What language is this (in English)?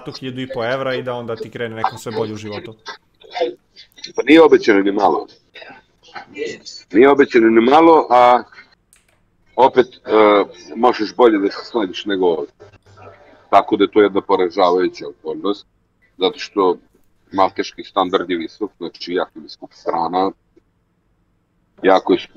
Serbian